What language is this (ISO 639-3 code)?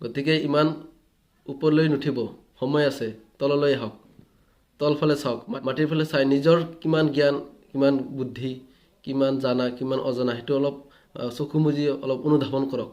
asm